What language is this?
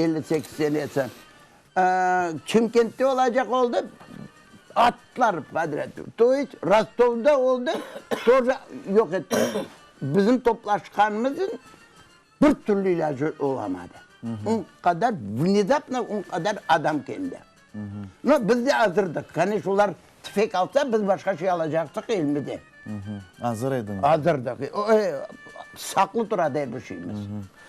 Crimean Tatar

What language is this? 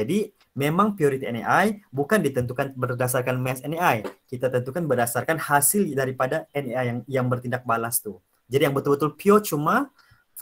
Malay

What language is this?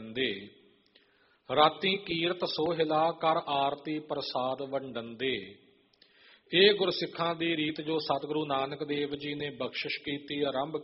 Punjabi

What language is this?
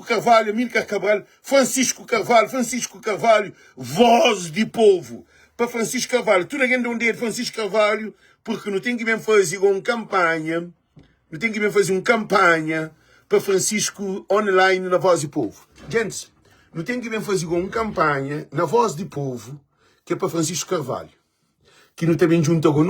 Kabuverdianu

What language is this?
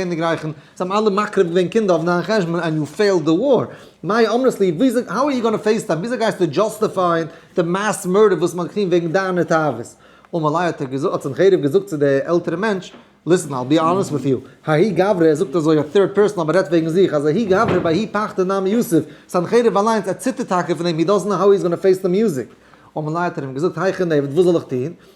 Yiddish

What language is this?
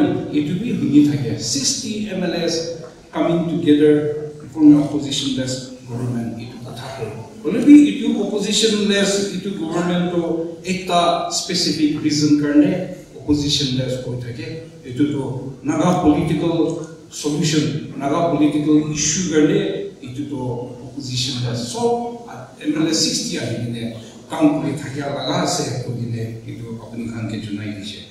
Naga Pidgin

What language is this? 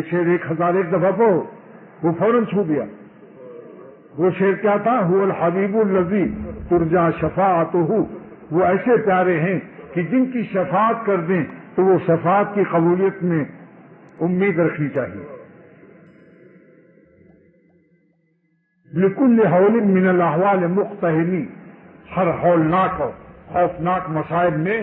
Urdu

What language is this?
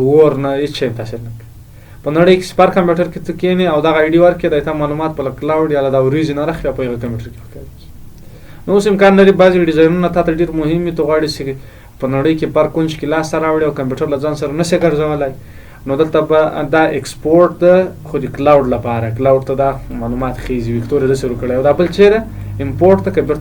Pashto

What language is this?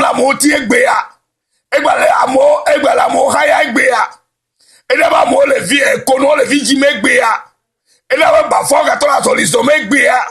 Ewe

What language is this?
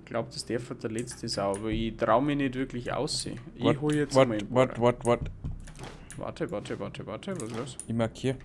Bavarian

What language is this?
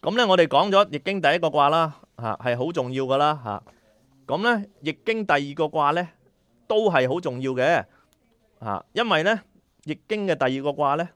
Cantonese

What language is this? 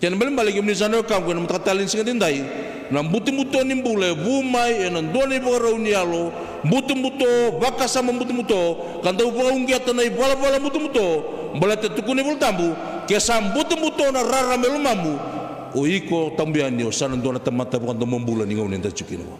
Fijian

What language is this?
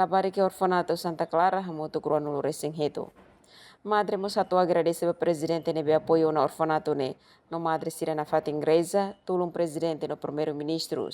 Tetum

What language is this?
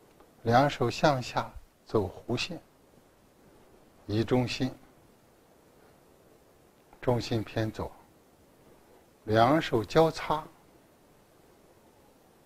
Chinese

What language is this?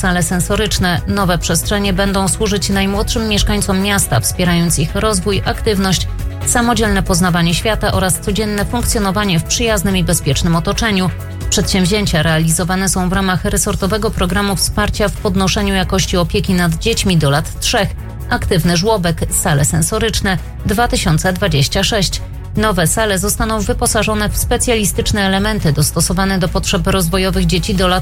Polish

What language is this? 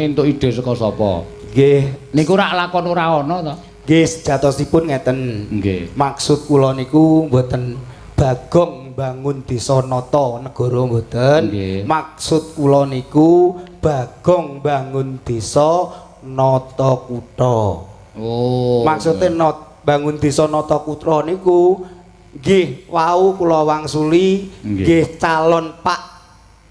Javanese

